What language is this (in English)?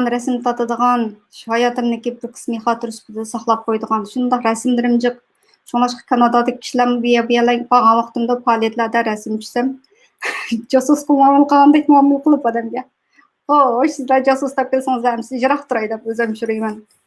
Uyghur